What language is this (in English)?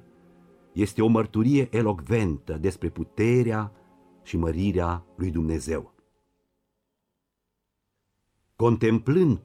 Romanian